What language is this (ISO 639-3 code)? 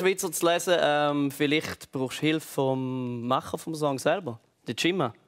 gsw